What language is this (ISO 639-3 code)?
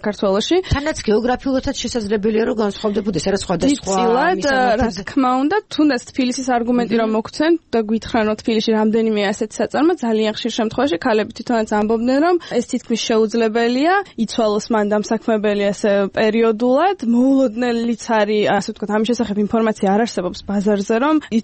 kat